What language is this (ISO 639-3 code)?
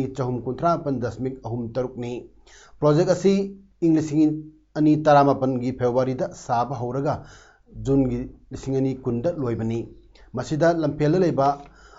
mni